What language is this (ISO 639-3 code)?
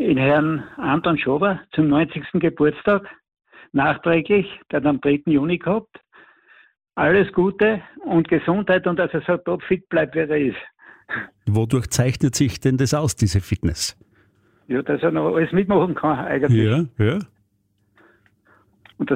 deu